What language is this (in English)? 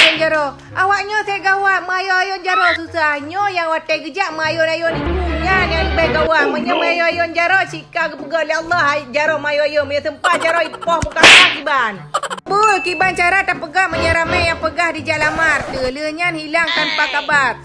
Achinese